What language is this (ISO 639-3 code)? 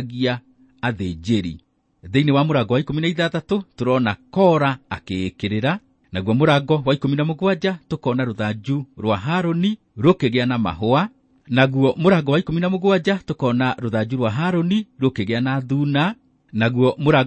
kik